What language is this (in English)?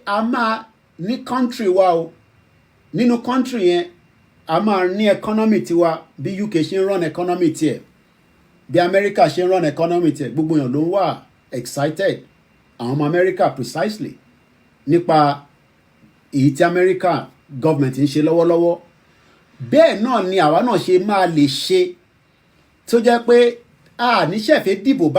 Yoruba